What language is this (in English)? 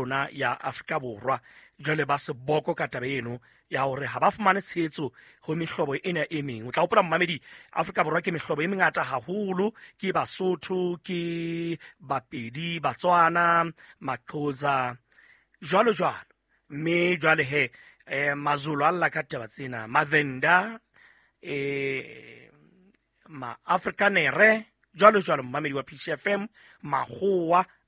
Southern Sotho